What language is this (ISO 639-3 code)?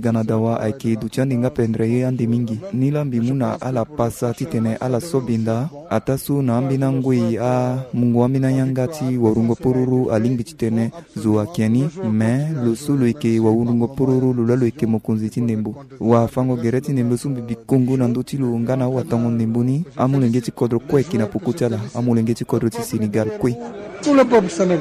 sag